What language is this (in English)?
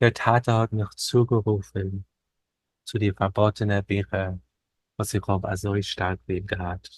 Yiddish